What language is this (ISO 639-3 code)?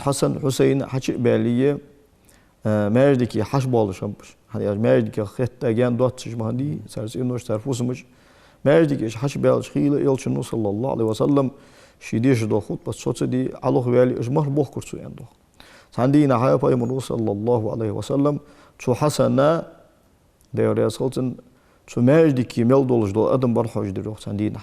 inh